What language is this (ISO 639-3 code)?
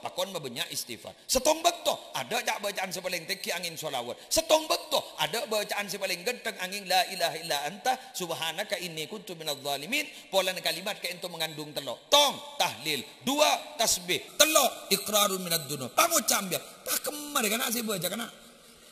mad